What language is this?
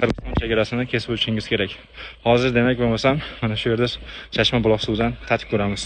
Uzbek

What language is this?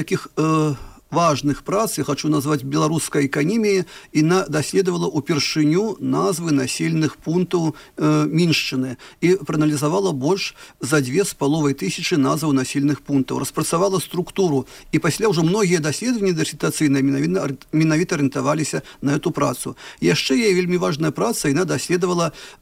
Belarusian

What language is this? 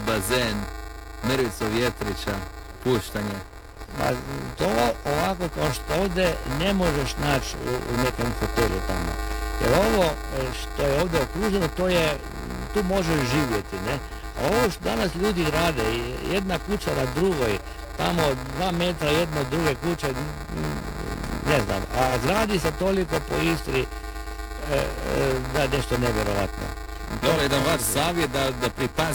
Croatian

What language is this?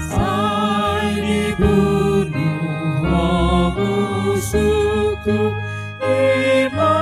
Batak Toba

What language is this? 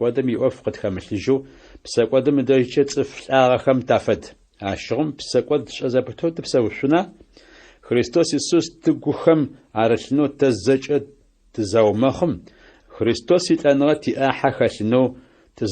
Adyghe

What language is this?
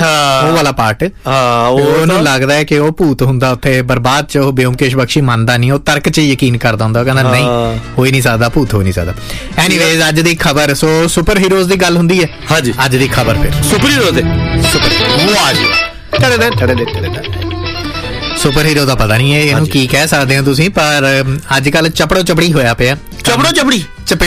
Punjabi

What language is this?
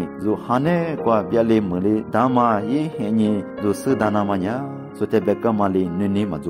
Lisu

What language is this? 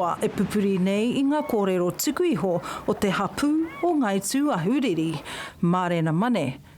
Māori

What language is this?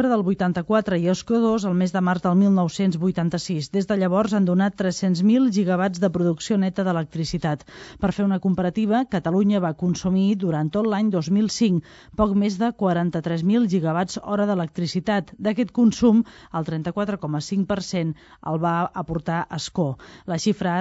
Catalan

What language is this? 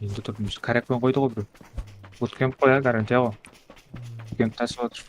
Kara-Kalpak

